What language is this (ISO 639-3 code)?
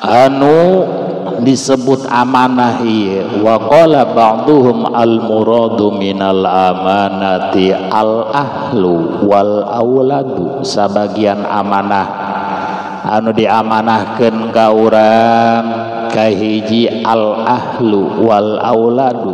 sun